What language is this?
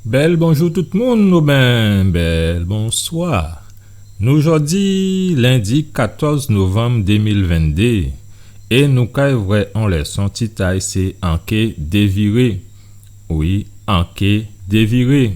Guadeloupean Creole French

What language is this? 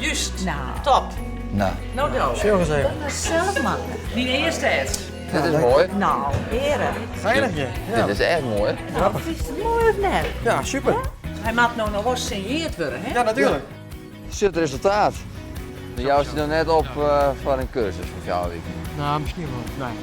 Western Frisian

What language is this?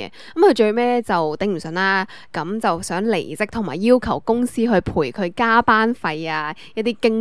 Cantonese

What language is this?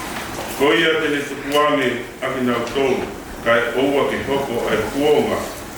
Tongan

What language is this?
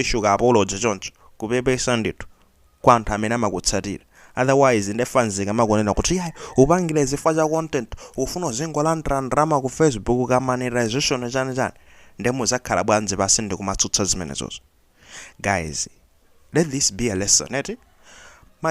Nyanja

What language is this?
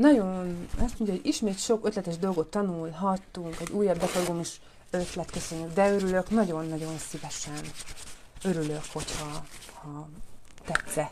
Hungarian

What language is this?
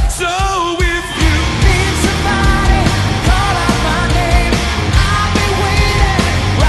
English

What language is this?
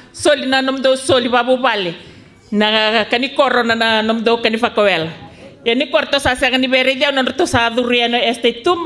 Fijian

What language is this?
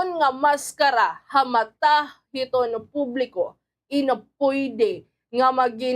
Waray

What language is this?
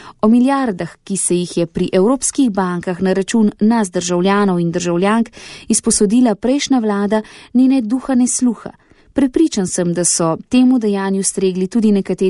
Slovenian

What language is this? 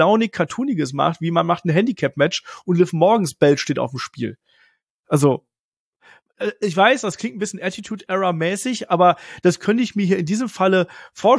German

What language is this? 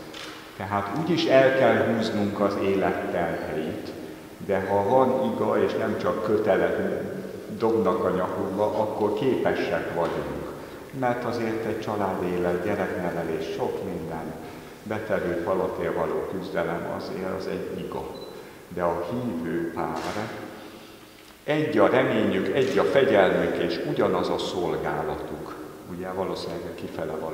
Hungarian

